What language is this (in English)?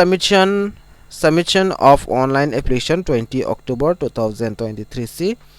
Karbi